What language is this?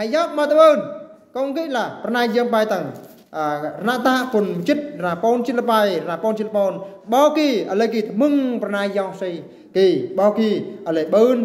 Eastern Bru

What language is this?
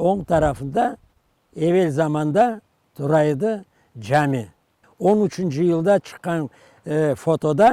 Crimean Tatar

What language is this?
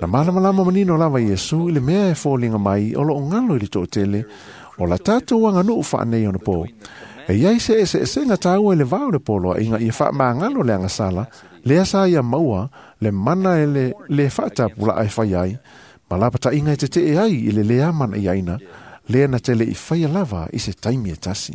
Samoan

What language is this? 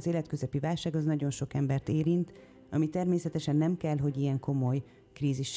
Hungarian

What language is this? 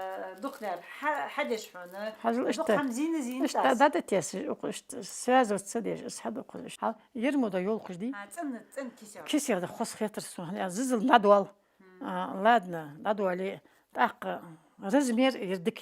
Ingush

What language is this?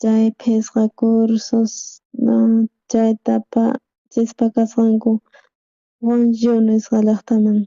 South Bolivian Quechua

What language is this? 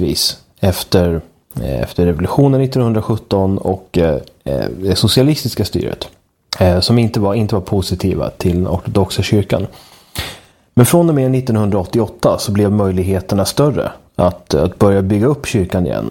Swedish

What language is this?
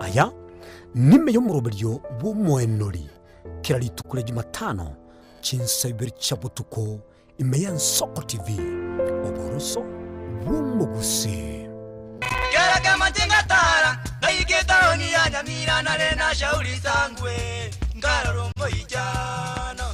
Gusii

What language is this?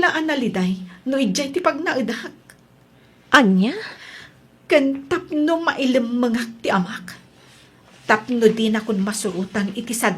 Iloko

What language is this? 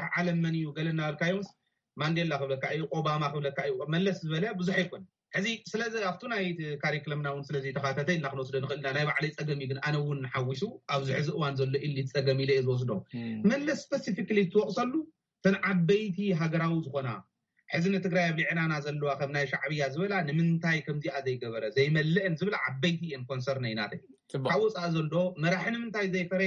Tigrinya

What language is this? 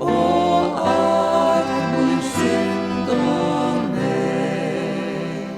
Faroese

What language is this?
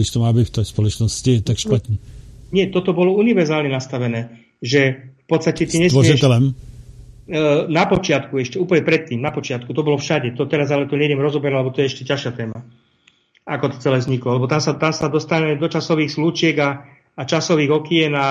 Slovak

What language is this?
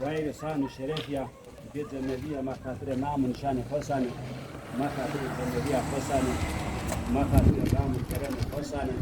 Zaza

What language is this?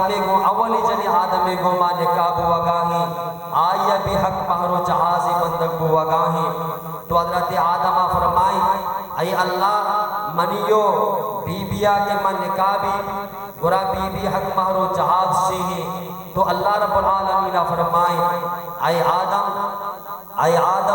Baluchi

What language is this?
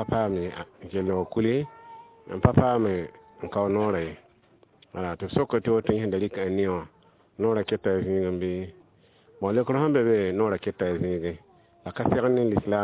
Mossi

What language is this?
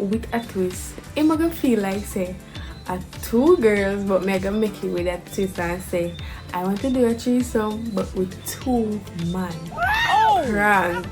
Jamaican Creole English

